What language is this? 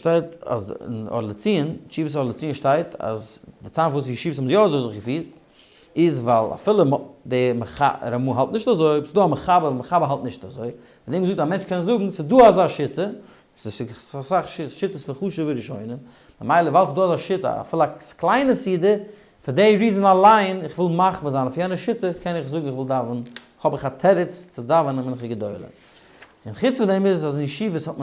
Yiddish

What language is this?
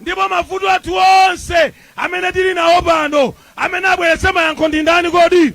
Nyanja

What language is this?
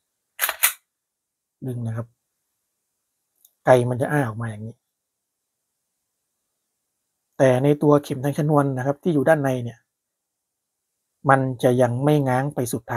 Thai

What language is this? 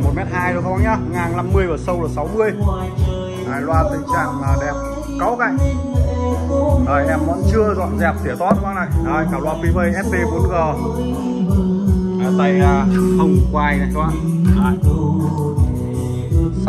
Vietnamese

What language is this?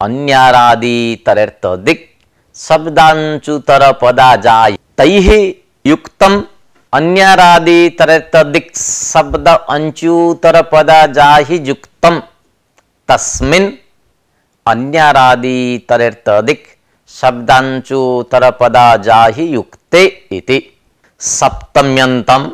Sanskrit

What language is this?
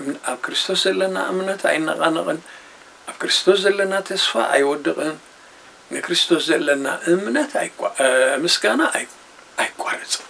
Tigrinya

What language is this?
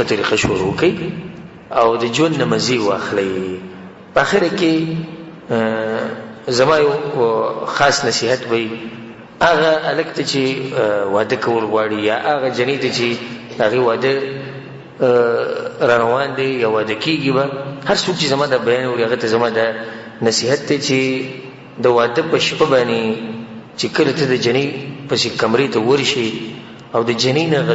Pashto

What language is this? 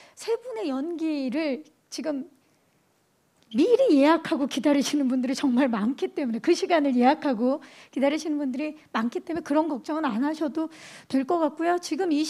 Korean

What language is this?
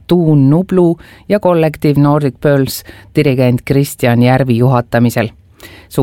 Estonian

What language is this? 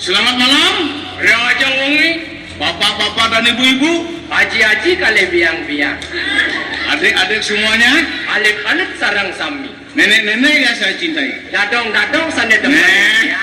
Balinese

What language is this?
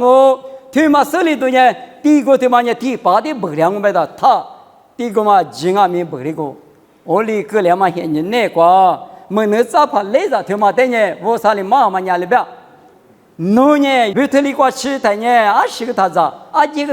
Lisu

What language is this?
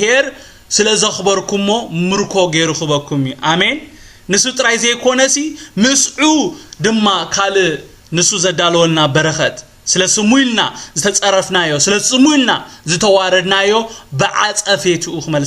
Tigrinya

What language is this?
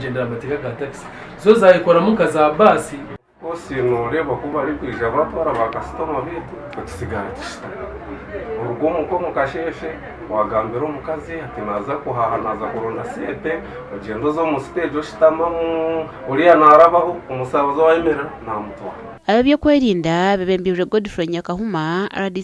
Nyankole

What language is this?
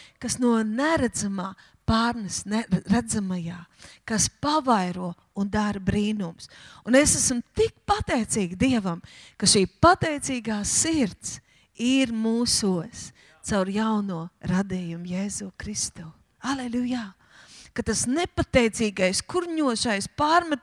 Latvian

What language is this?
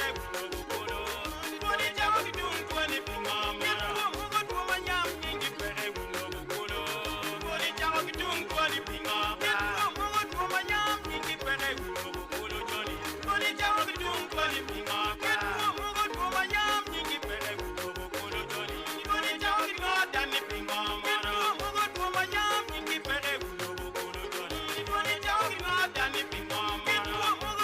Acoli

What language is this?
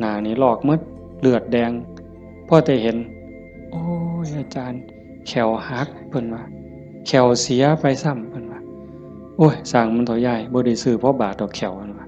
Northeastern Thai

